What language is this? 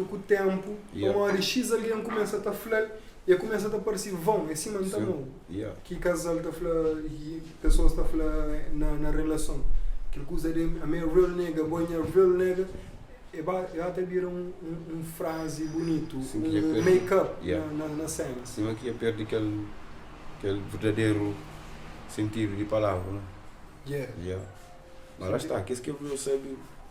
Kabuverdianu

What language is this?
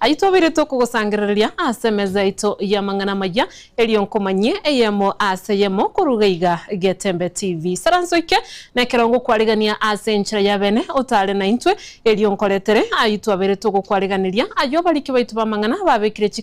Gusii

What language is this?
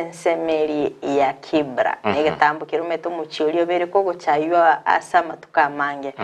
Gusii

